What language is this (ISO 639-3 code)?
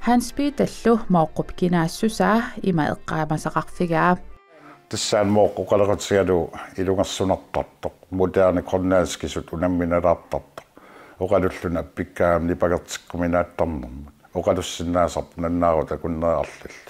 kal